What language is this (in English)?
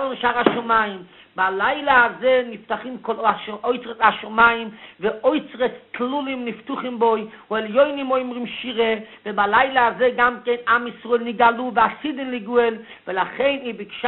Hebrew